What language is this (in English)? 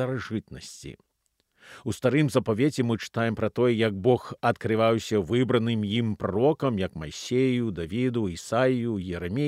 Belarusian